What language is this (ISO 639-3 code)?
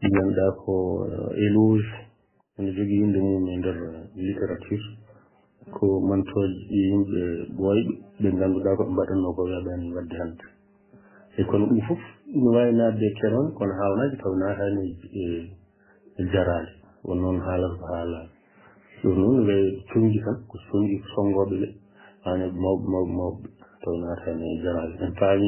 ful